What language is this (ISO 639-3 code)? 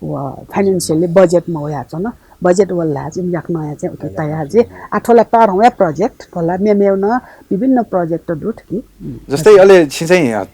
new